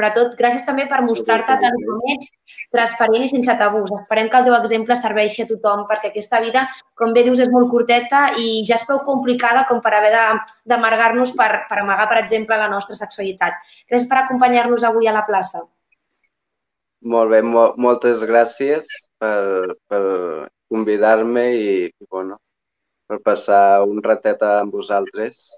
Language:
Catalan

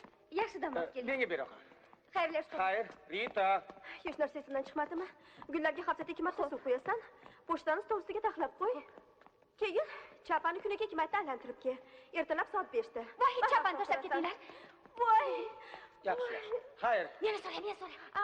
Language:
Uzbek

